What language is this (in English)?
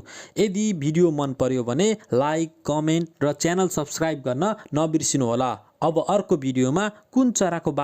Nepali